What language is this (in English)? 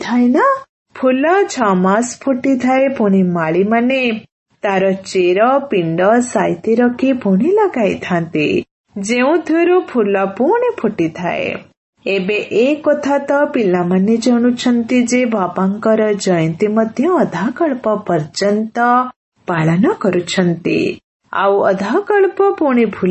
Odia